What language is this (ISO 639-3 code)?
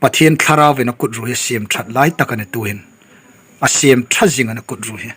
hmr